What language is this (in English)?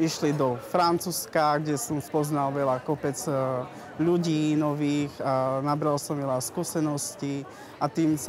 Slovak